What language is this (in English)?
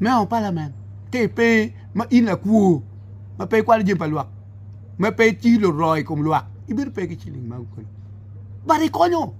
Acoli